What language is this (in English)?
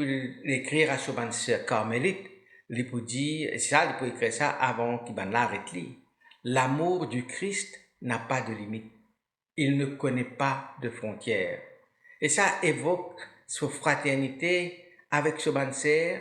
Morisyen